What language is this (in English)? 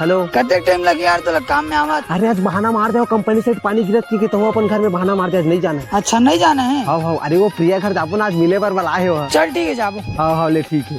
Chhattisgarhi